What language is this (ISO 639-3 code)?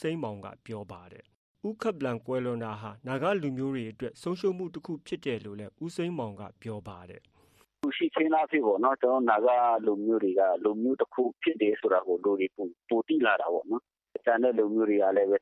mya